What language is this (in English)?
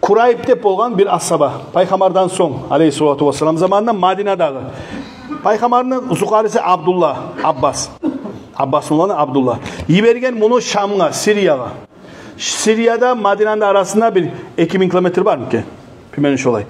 Kumyk